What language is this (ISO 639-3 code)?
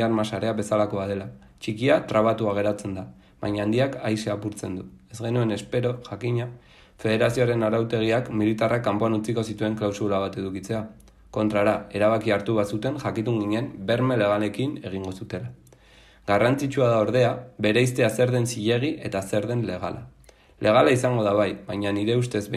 eus